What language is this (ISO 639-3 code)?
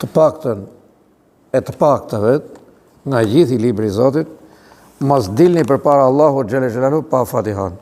sqi